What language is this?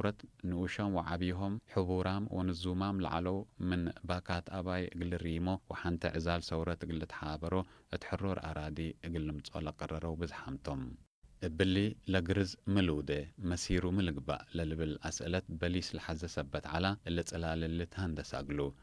Tigre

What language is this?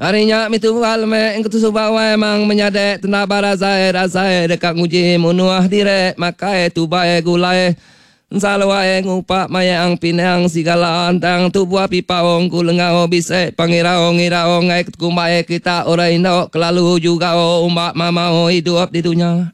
Iban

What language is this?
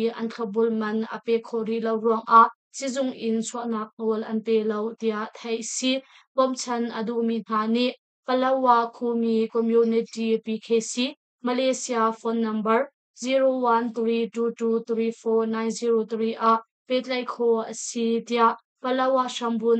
Hakha Chin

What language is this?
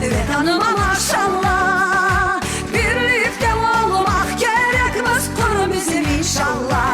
Crimean Tatar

